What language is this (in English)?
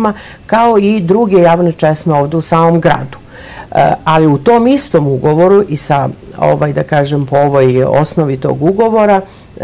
Serbian